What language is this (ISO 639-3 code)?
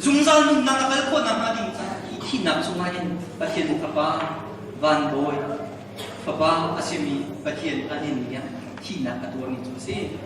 cnh